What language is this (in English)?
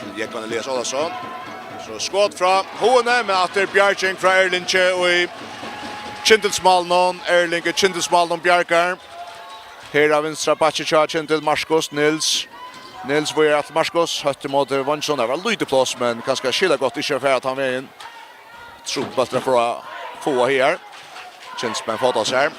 Faroese